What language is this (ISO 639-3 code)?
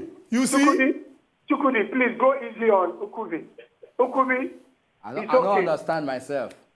pcm